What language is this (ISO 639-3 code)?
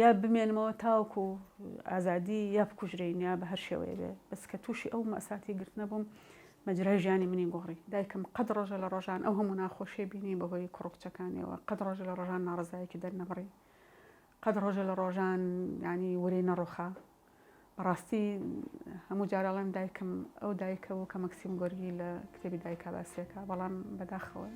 ckb